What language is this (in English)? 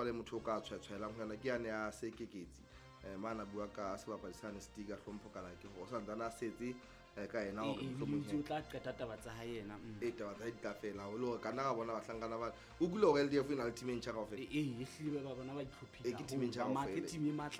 Southern Sotho